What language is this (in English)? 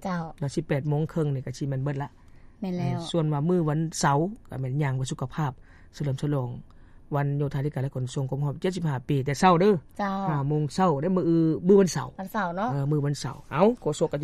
Lao